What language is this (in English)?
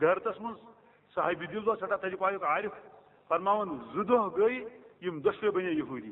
Kashmiri